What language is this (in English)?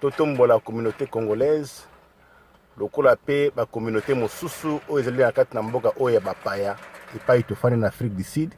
Lingala